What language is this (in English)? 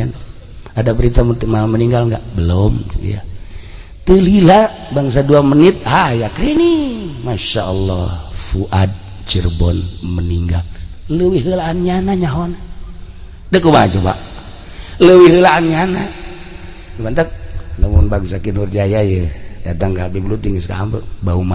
Sundanese